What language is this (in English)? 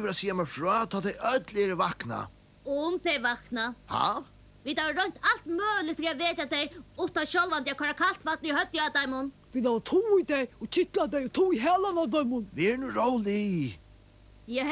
Faroese